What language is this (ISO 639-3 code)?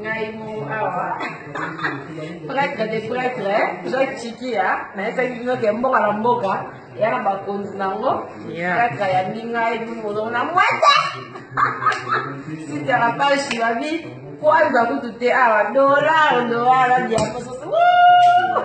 lin